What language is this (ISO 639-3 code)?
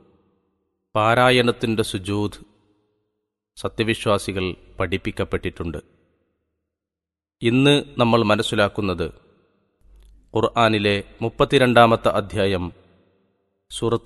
mal